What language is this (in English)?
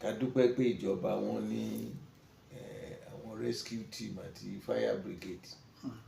Yoruba